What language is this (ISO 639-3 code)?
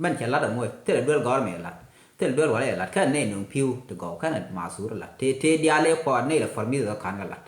nus